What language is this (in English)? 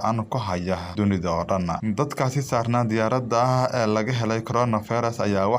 Somali